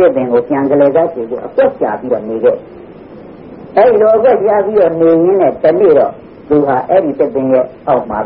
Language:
Burmese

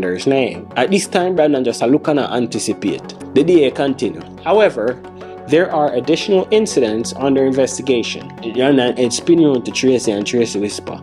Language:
Jamaican Creole English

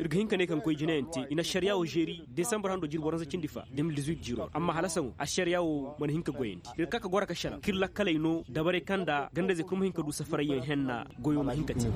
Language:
Koyraboro Senni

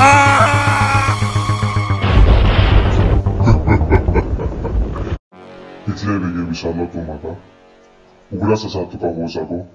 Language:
Konkani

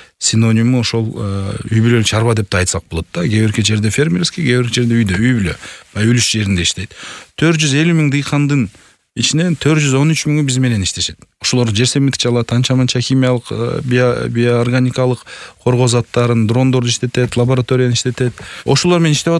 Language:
Kyrgyz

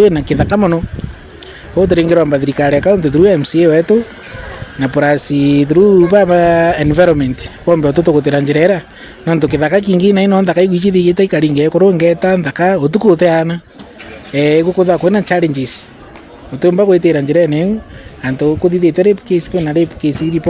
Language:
Meru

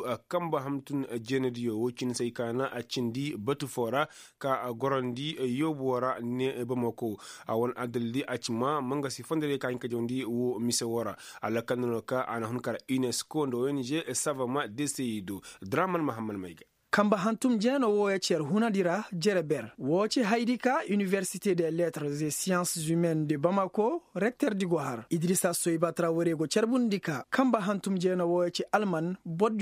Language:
Koyraboro Senni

